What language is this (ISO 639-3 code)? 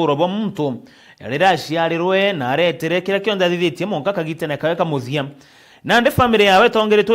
mer